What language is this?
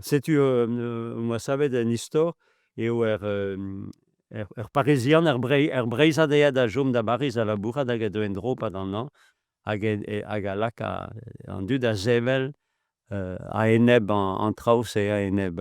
Breton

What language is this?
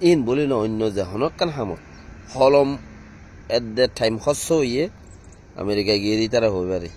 Rohingya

